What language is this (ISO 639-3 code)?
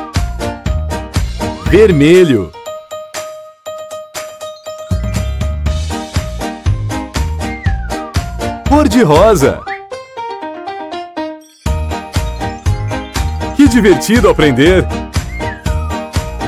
por